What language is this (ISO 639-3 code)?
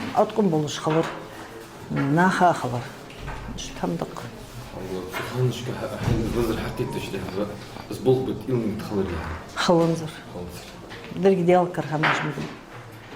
inh